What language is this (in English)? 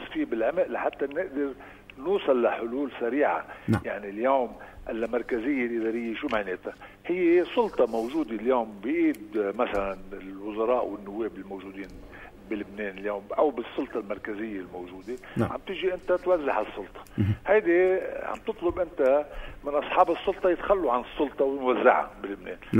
North Levantine Arabic